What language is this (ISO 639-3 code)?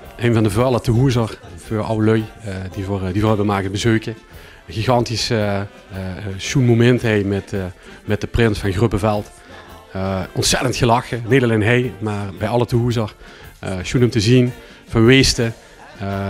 lim